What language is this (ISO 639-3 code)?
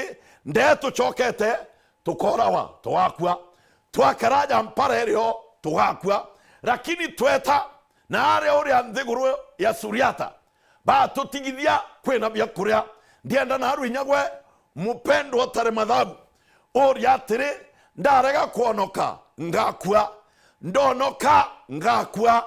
mer